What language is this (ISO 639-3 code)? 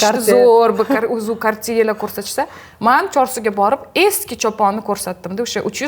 uzb